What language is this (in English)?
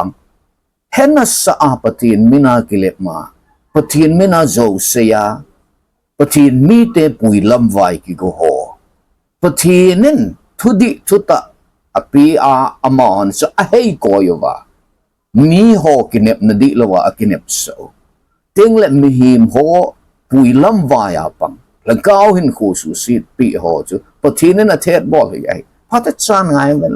Thado Chin